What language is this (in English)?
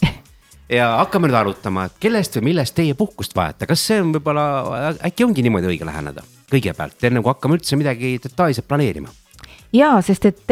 Estonian